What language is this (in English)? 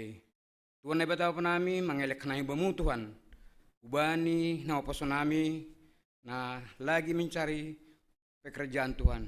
Batak Simalungun